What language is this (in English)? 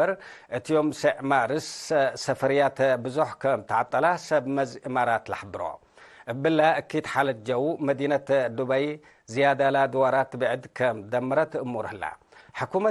Tigre